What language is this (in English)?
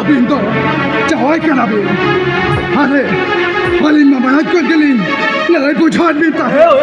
Santali